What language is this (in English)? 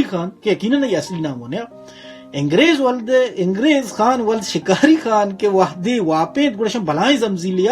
Baluchi